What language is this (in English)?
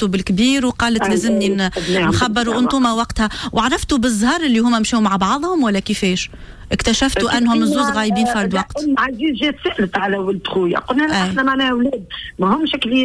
Tunisian Arabic